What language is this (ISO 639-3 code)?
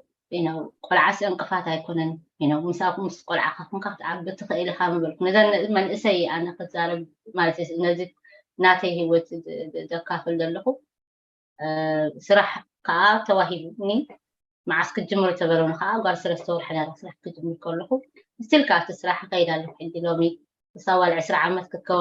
tir